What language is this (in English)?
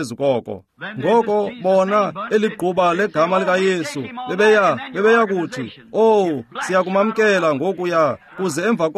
Xhosa